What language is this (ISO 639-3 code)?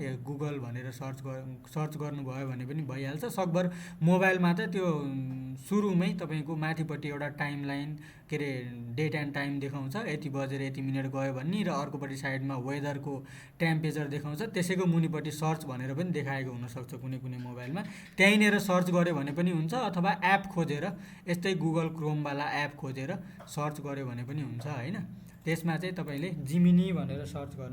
nep